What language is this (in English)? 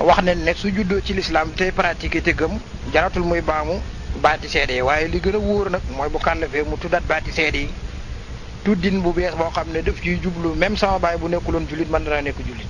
Wolof